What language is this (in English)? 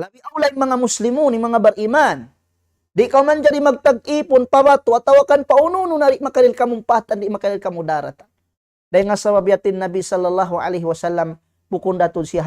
Tausug